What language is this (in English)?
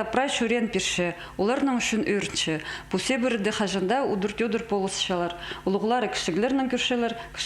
Khakas